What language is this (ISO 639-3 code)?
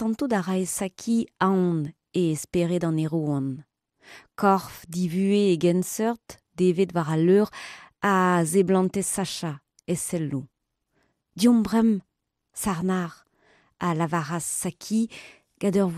bre